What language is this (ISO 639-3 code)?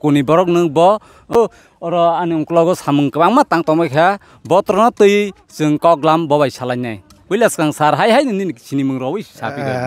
trp